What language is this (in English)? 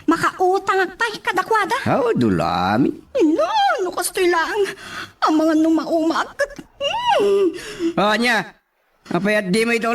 Iloko